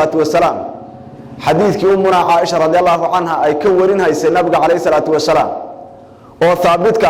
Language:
Somali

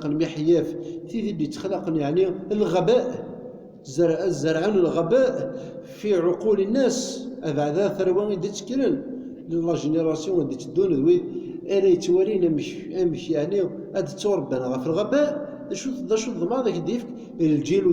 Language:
Kabyle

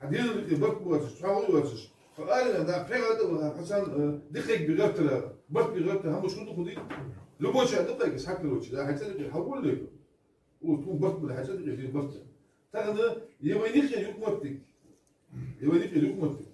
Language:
Ingush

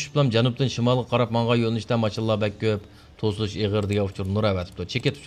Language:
Uyghur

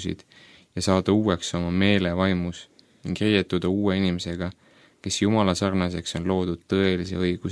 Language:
Estonian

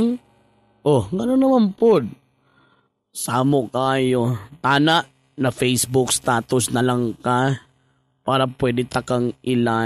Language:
Filipino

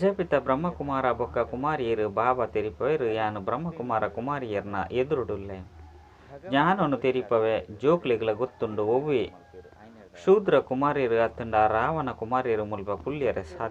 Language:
Tulu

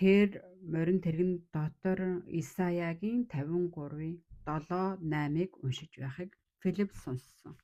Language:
Mongolian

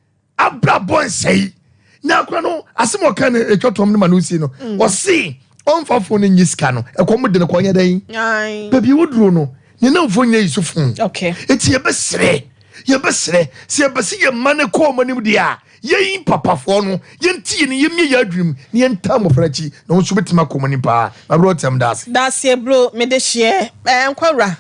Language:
Akan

